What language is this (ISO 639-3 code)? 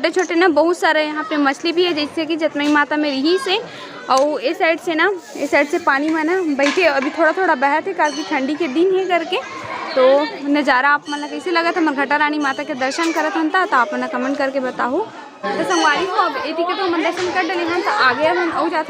hne